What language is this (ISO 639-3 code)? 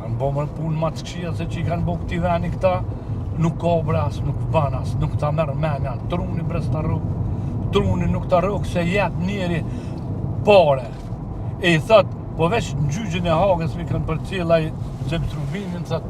sqi